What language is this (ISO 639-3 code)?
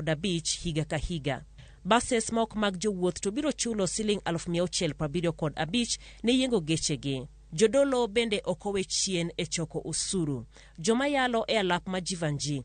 luo